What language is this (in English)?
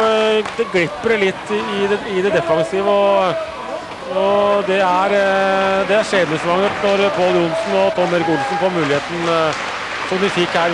Norwegian